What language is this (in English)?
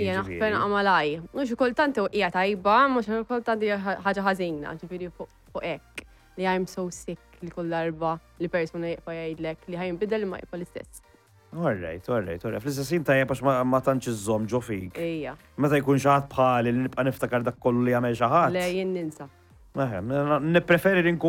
Maltese